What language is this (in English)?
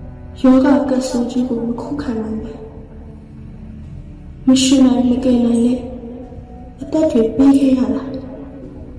Burmese